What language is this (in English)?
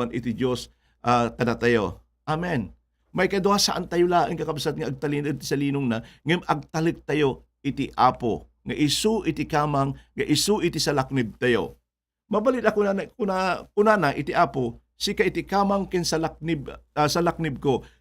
Iloko